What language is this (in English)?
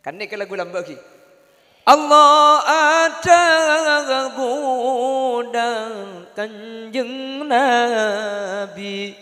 Madurese